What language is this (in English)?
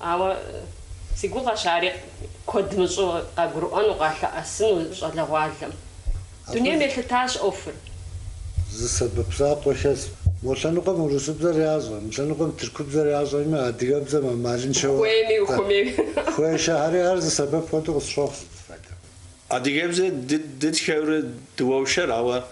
Kabardian